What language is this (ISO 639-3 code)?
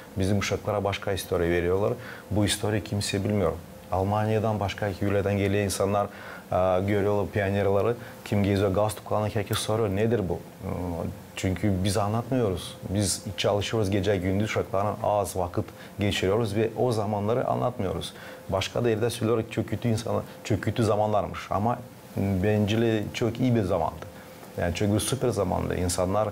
gag